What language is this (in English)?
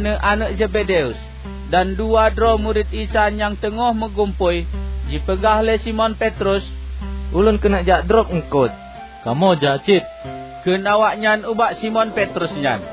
Achinese